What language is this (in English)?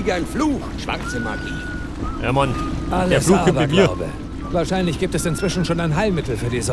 Bavarian